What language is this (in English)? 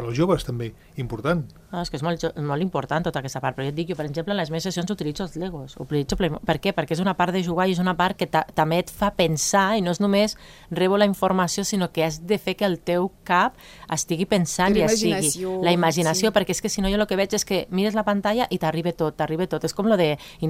Catalan